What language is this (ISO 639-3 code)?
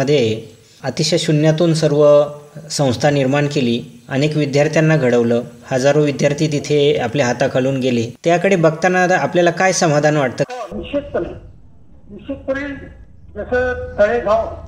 mar